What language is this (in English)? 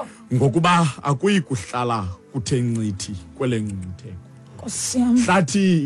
Xhosa